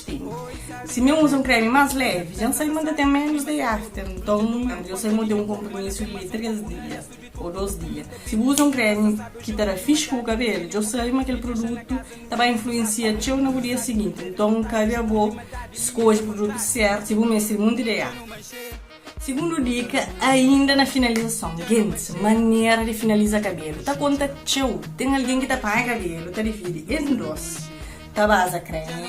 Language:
Kabuverdianu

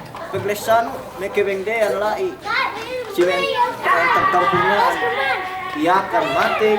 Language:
Yakan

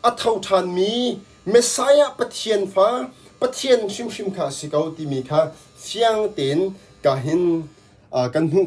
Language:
Hakha Chin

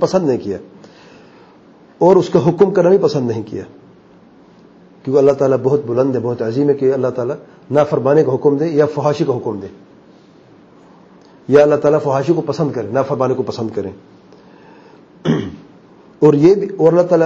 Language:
Urdu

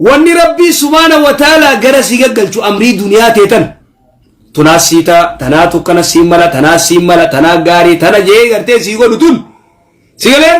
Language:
Oromo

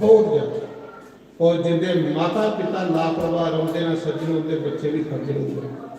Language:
Dogri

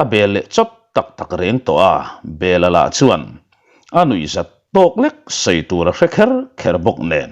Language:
Mizo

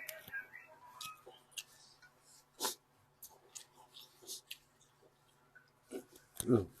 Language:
Lao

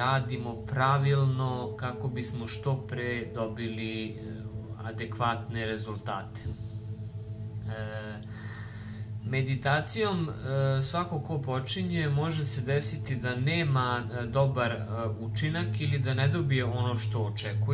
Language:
Serbian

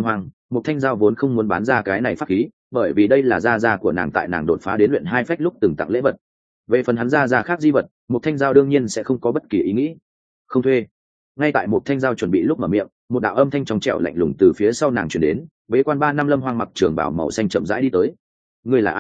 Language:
Vietnamese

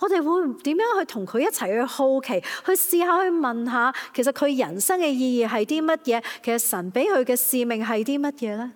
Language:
Cantonese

